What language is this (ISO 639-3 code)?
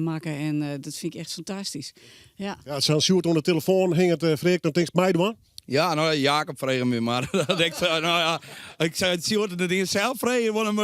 fry